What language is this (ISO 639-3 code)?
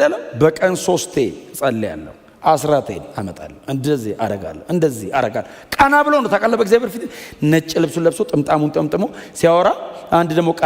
amh